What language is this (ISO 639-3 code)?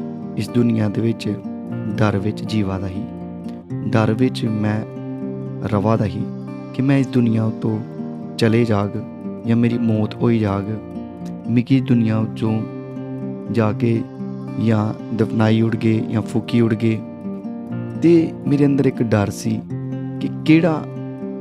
doi